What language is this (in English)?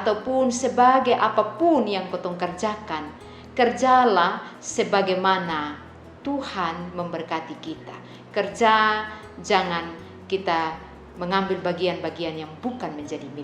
Kupang Malay